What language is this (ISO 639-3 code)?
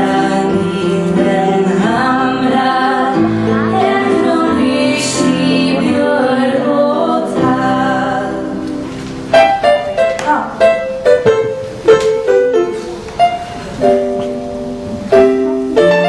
swe